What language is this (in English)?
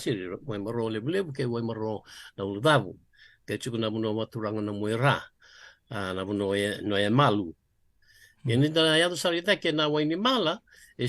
Fijian